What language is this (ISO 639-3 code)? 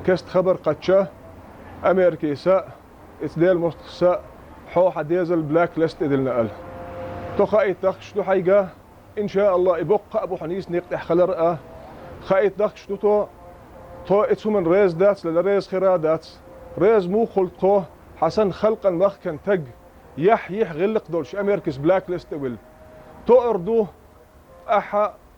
che